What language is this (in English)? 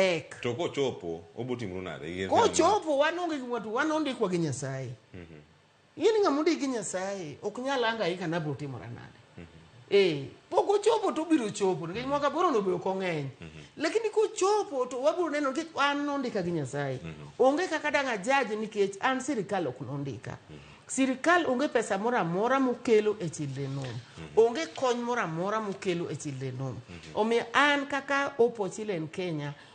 Luo (Kenya and Tanzania)